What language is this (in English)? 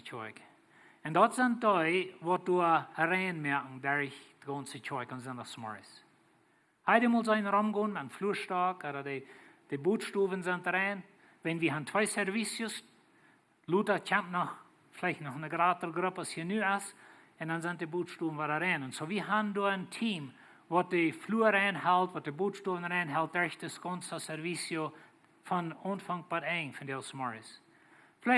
Plautdietsch